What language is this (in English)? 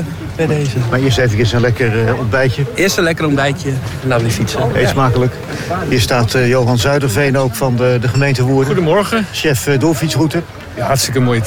Dutch